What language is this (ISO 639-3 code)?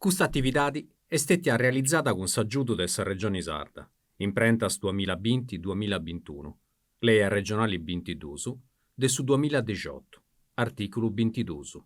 srd